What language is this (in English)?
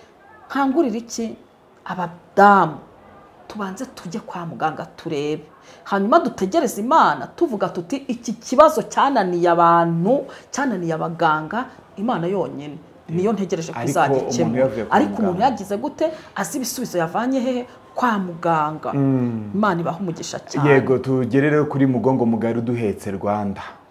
Kinyarwanda